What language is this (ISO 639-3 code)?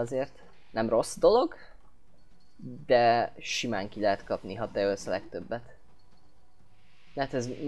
hun